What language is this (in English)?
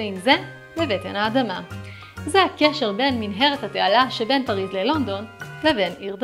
Hebrew